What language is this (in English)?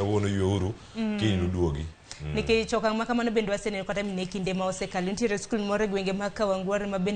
Luo (Kenya and Tanzania)